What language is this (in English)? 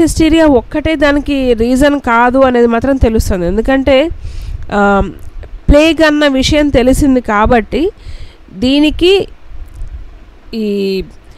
Telugu